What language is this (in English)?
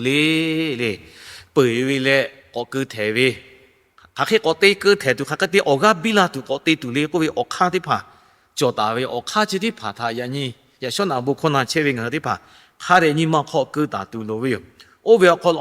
Lahu